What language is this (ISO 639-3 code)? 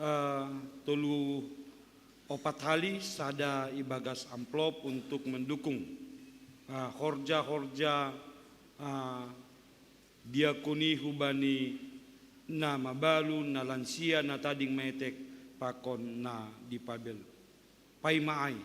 bts